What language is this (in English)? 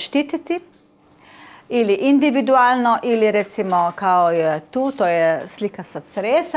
Croatian